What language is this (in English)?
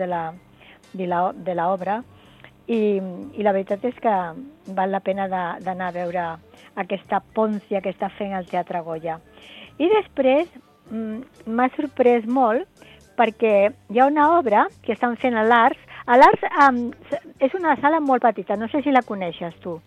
Catalan